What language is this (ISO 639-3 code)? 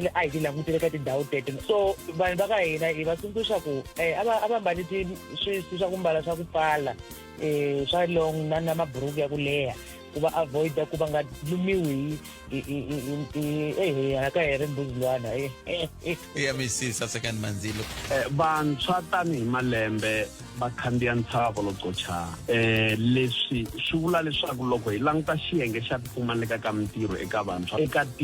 tso